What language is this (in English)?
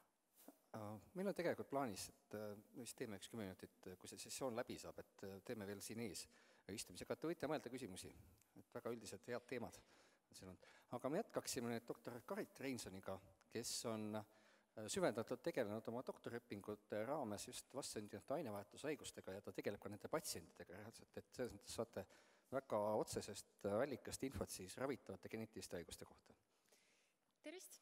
Estonian